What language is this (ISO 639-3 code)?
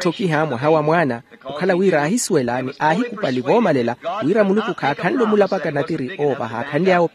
vmw